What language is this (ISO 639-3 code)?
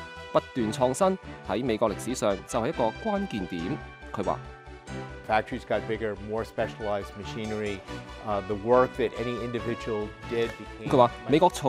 yue